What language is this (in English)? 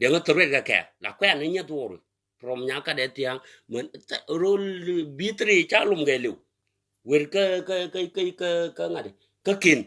Nuer